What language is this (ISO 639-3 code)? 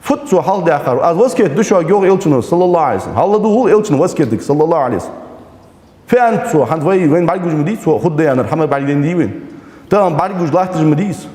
inh